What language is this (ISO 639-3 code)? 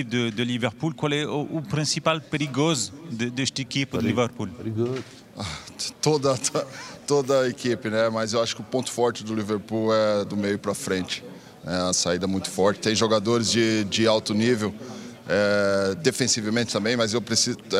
por